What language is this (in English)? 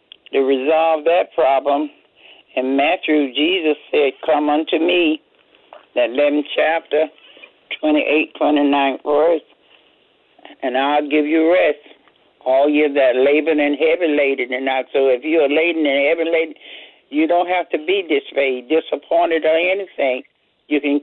English